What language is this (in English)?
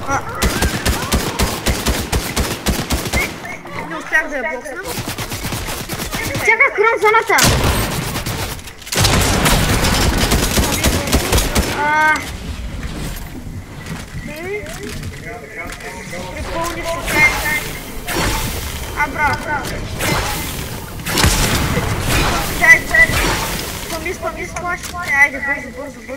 Bulgarian